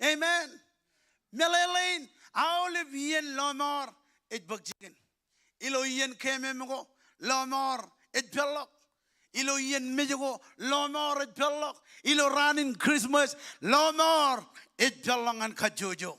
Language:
Marshallese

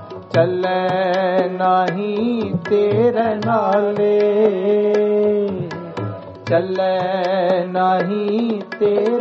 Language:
Punjabi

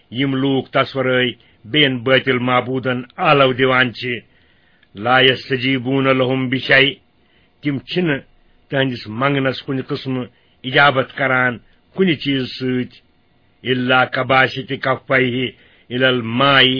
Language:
Kashmiri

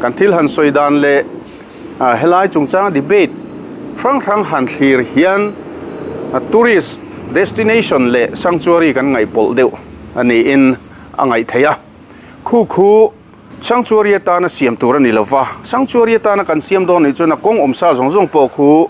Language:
Mizo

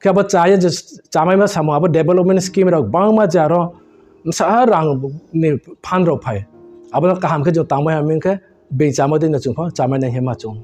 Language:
Riang (India)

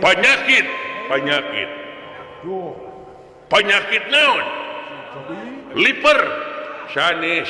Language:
Sundanese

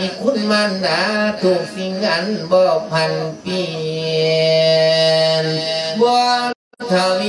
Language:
Lao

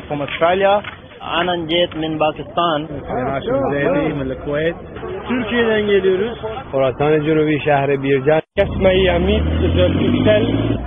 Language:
Persian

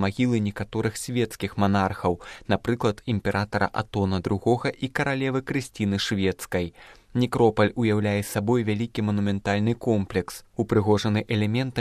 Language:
Belarusian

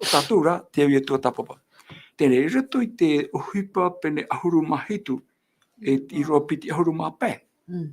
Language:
Tahitian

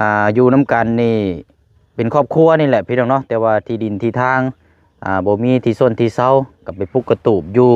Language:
Lao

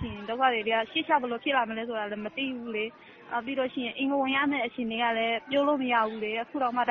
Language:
Burmese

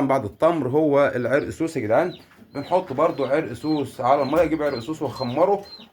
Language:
Egyptian Arabic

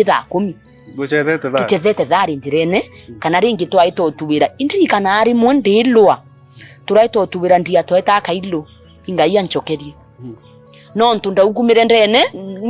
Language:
Meru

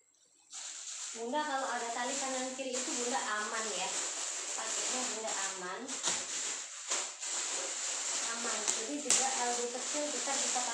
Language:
Indonesian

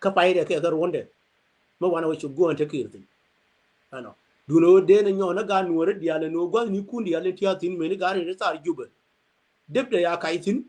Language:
Nuer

